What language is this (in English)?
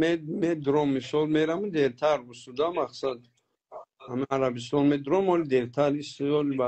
Tajik